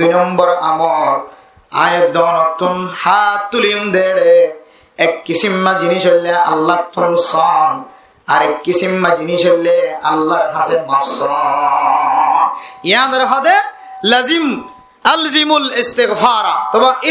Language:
Rohingya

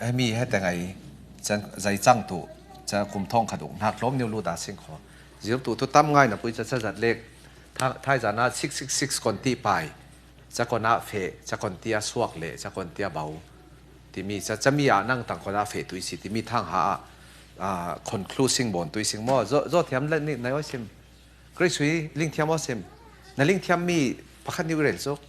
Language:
Falam Chin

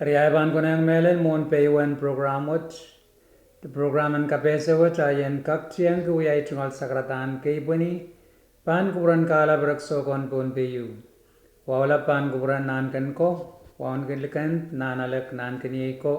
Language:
Pohnpeian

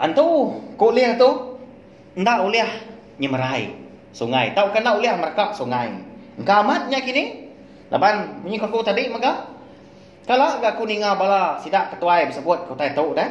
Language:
Iban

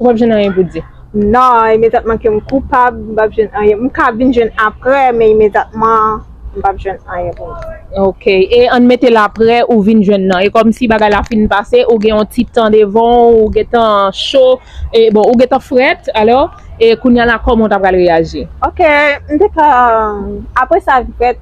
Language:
Haitian Creole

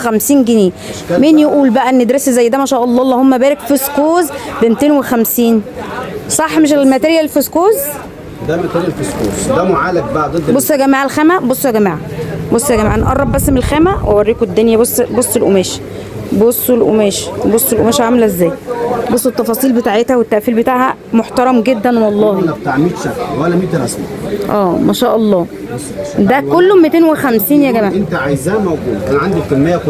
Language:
Egyptian Arabic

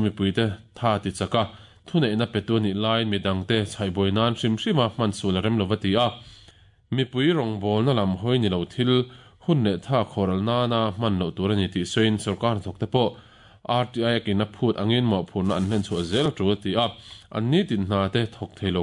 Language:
Mizo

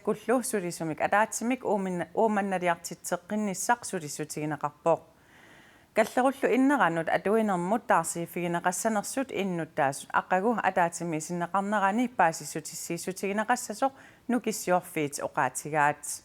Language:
Kalaallisut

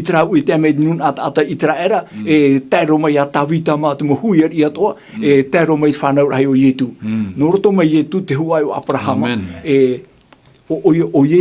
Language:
Tahitian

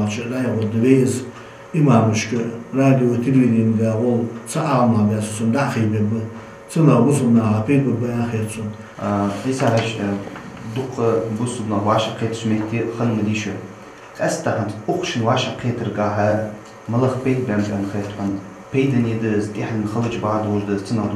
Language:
Ingush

